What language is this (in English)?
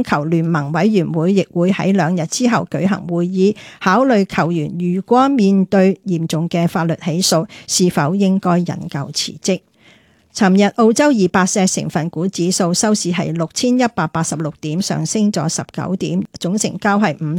Cantonese